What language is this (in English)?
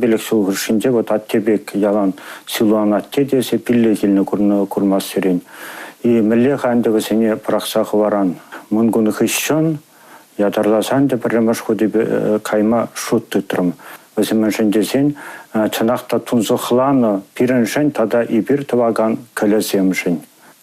Chuvash